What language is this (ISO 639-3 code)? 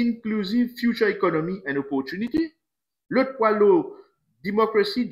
mfe